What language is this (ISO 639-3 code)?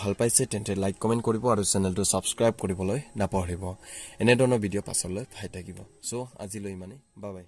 asm